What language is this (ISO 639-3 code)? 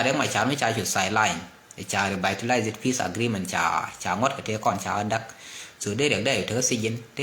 nus